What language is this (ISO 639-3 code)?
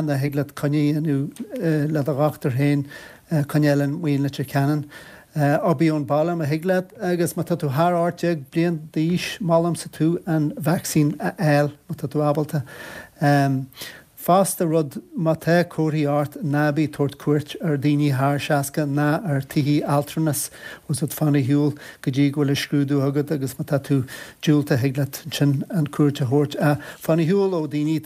gle